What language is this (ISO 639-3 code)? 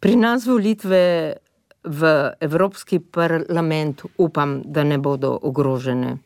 slv